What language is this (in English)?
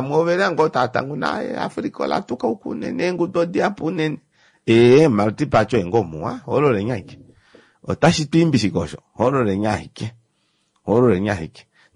Kuanyama